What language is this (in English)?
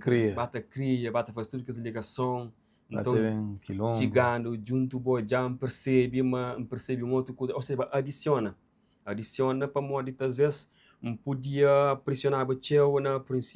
Kabuverdianu